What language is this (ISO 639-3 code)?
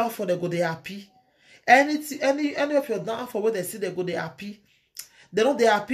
pcm